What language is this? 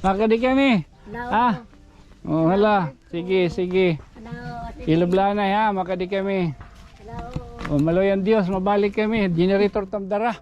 Waray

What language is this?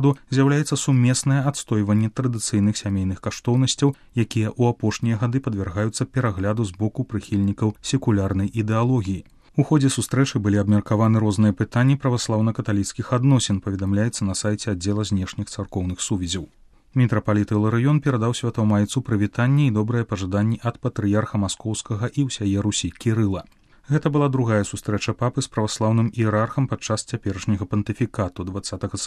Belarusian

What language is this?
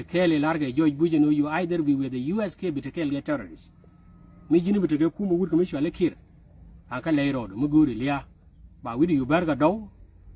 Nuer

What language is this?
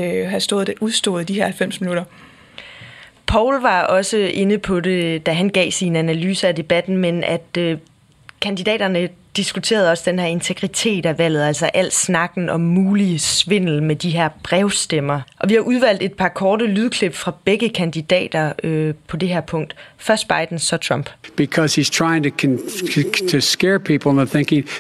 Danish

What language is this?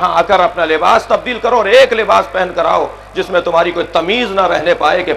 Urdu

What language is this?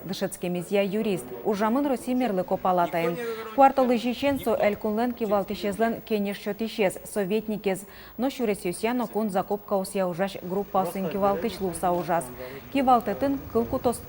Udmurt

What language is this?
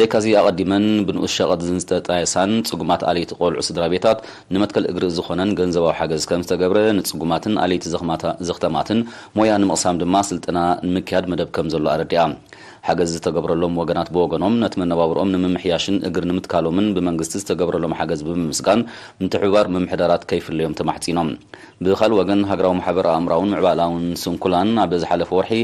Tigrinya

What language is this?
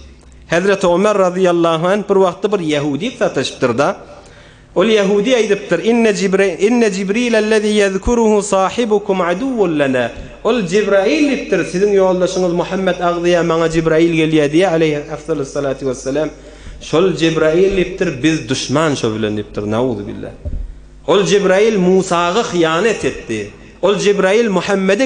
Turkmen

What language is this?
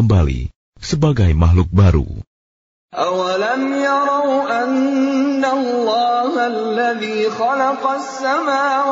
Indonesian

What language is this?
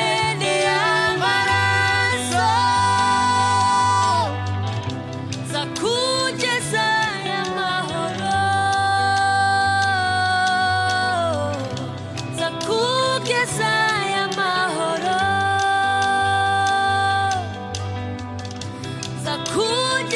Kinyarwanda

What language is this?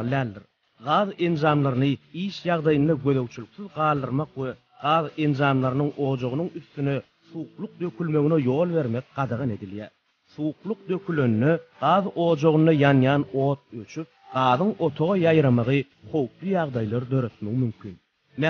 Turkmen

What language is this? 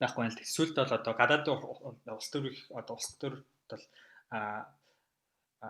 Mongolian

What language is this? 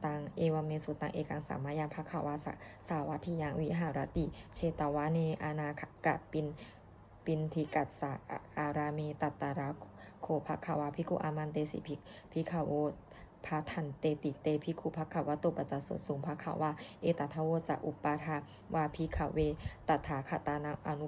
Pali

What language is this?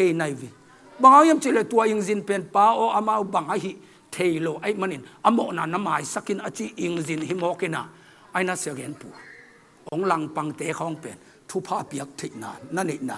Tedim Chin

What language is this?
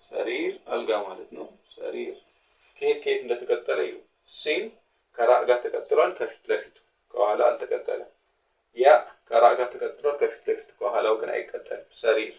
Amharic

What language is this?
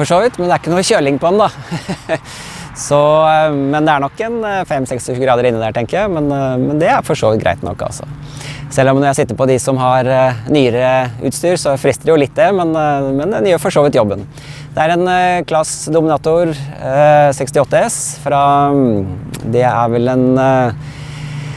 Norwegian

